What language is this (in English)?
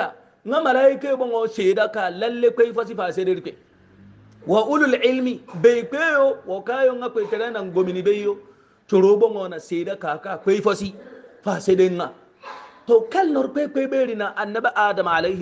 Hausa